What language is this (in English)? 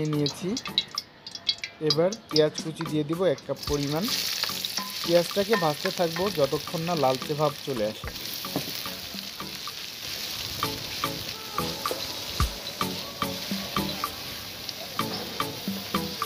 Bangla